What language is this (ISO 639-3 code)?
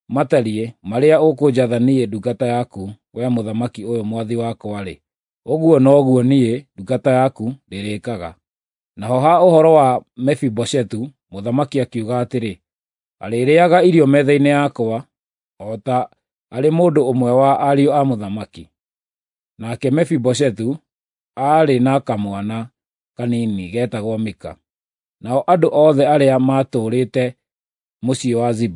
kik